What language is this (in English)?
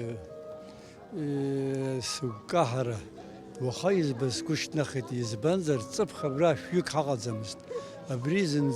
Abkhazian